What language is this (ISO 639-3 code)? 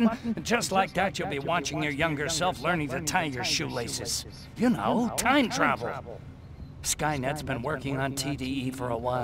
eng